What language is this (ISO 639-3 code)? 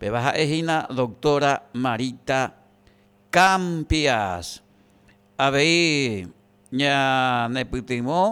grn